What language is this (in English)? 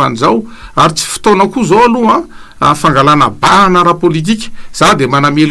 Malagasy